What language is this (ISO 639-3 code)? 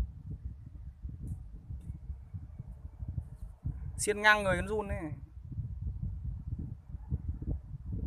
vie